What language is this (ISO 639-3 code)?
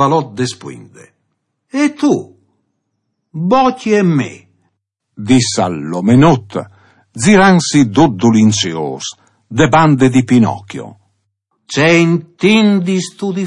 fur